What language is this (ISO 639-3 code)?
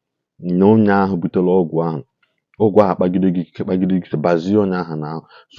ibo